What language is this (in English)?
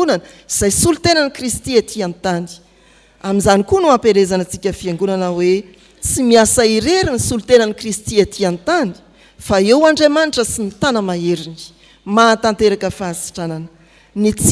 Malagasy